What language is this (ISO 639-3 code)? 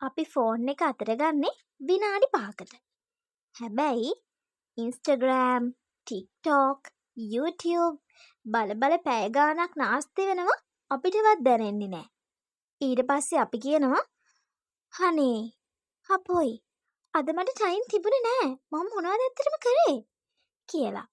sin